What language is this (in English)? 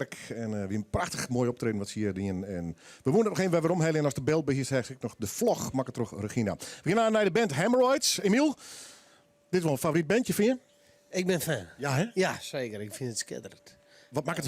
Western Frisian